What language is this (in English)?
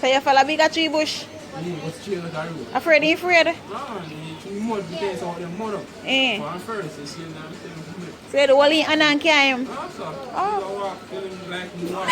Jamaican Creole English